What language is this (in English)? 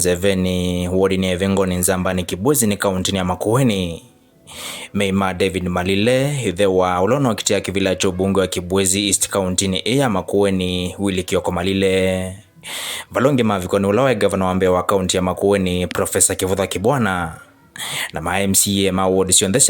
Kamba